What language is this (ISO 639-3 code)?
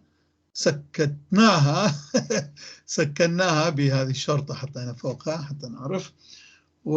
apc